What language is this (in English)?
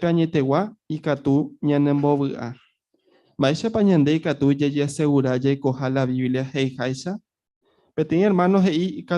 Guarani